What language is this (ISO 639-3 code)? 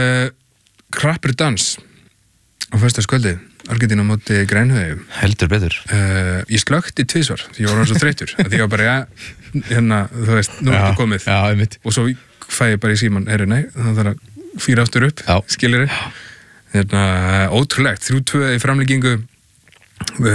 isl